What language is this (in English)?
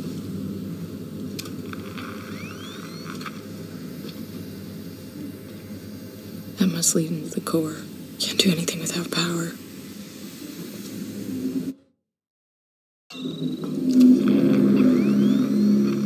English